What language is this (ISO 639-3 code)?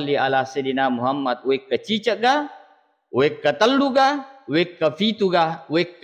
bug